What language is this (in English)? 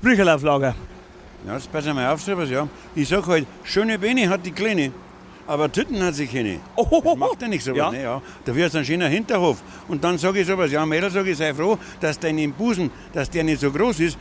Bavarian